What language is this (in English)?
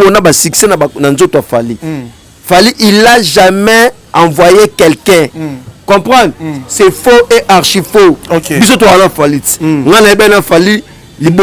Lingala